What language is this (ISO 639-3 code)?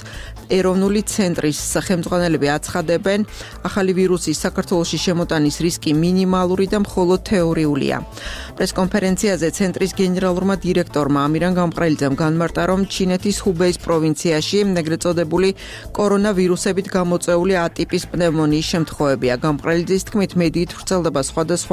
kat